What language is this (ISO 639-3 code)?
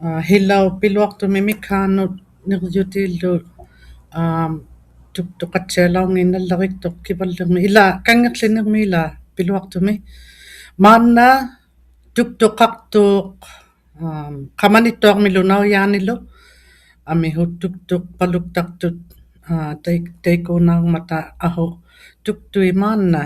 iku